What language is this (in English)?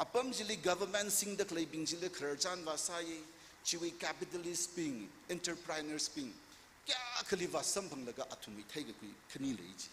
Tangkhul Naga (India)